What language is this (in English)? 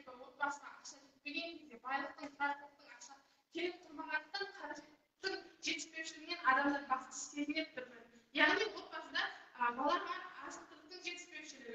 Kazakh